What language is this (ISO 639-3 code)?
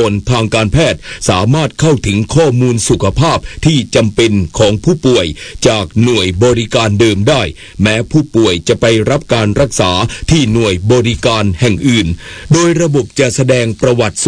tha